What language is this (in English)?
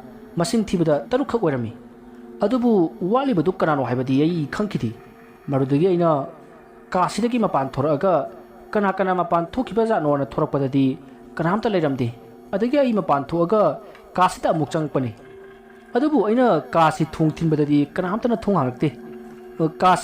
Manipuri